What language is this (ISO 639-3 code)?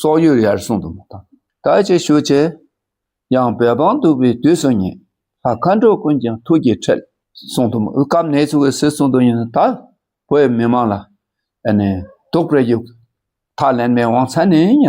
dka